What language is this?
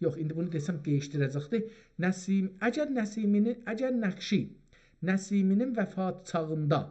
South Azerbaijani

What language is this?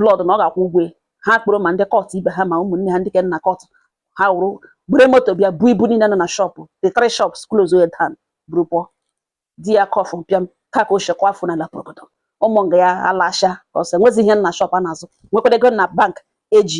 Igbo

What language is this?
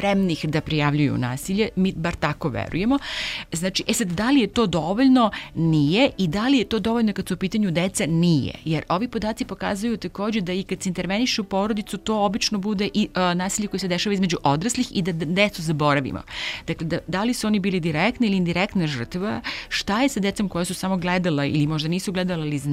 Serbian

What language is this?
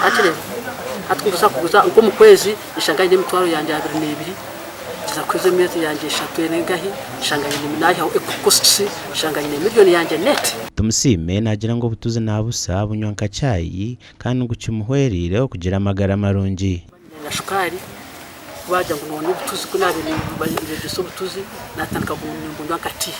Nyankole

